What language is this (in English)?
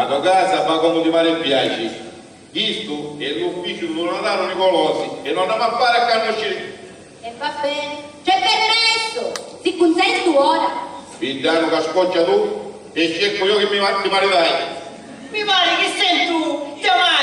Sicilian